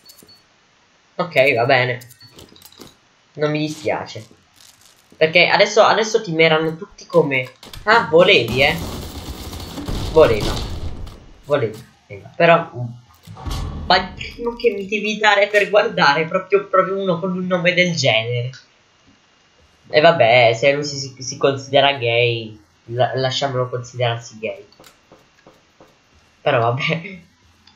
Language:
Italian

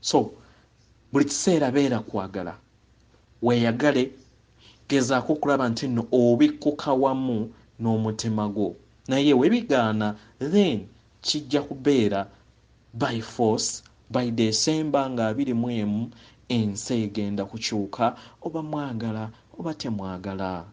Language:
Ganda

